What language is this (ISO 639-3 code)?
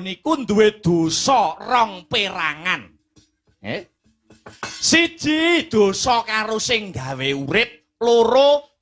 jav